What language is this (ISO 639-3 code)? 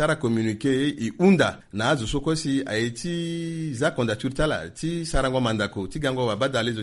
sag